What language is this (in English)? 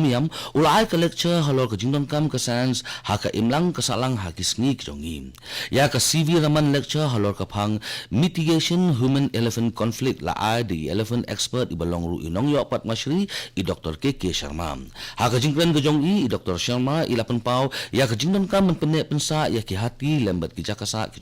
Khasi